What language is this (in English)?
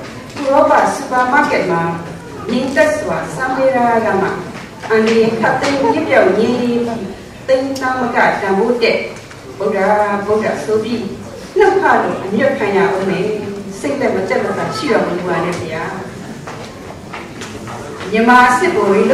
Burmese